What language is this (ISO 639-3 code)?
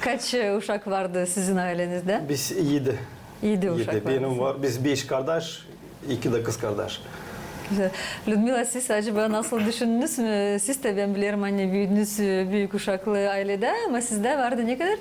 gag